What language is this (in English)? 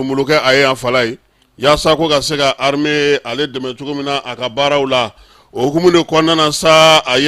Bambara